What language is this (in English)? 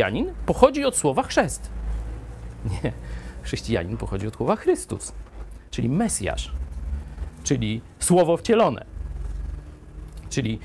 Polish